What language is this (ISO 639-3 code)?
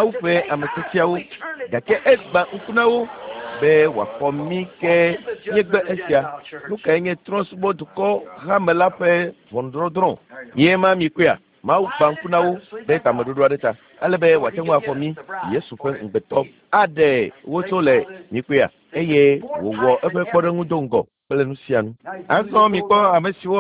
ewe